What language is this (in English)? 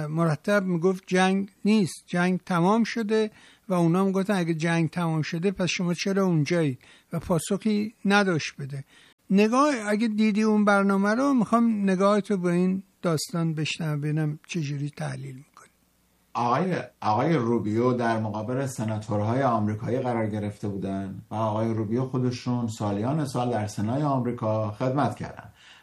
Persian